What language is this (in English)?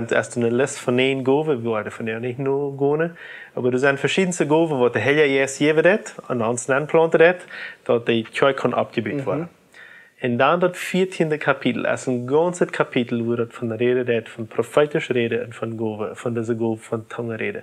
Plautdietsch